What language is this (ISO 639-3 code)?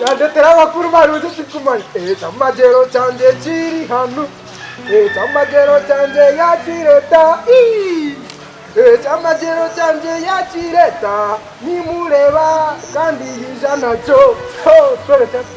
nyn